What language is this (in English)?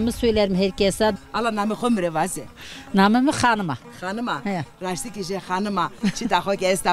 Zaza